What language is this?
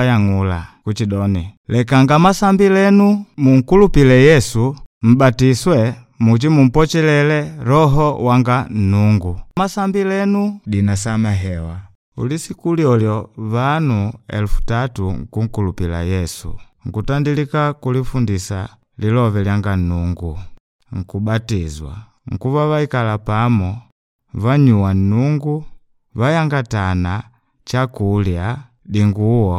Makonde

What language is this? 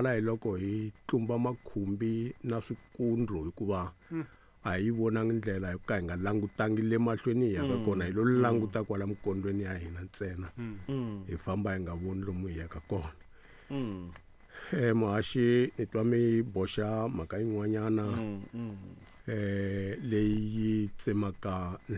Tsonga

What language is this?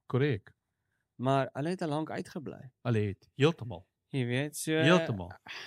Afrikaans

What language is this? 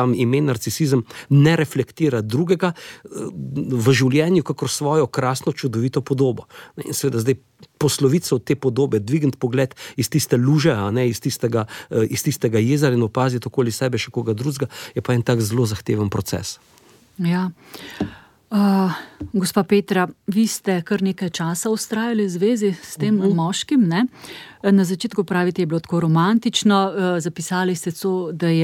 Slovenian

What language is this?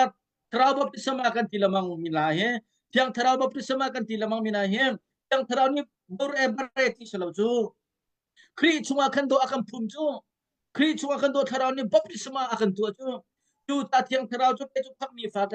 Hakha Chin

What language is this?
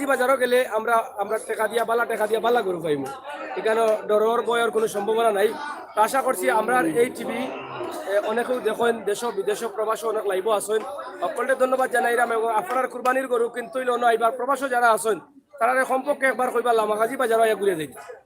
Sylheti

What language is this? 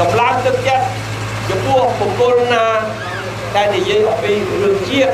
Khmer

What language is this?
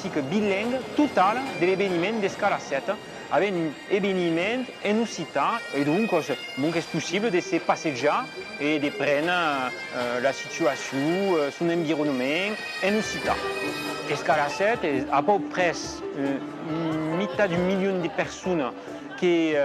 Occitan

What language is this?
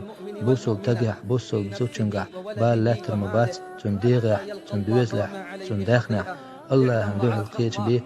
Chechen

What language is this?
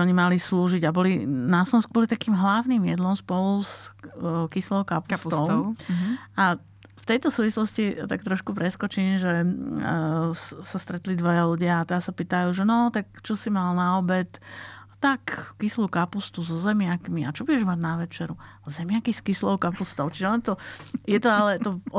Slovak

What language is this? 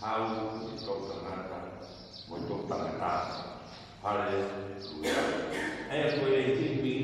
Tongan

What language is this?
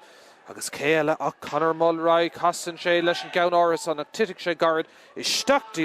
Irish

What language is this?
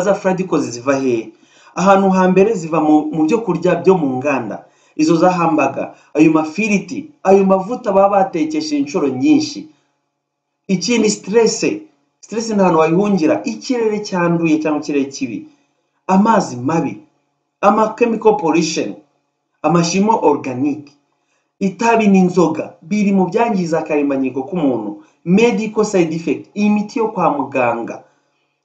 Kinyarwanda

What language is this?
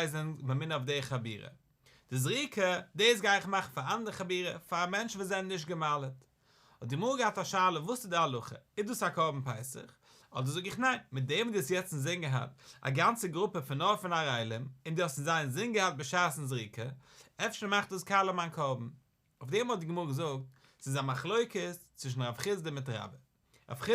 Yiddish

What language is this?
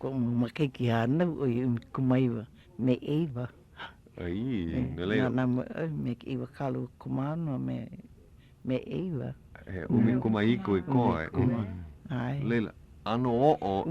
Hawaiian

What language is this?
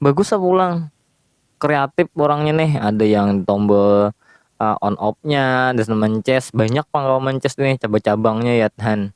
Banjar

